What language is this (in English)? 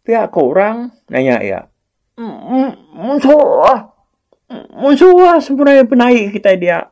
Iban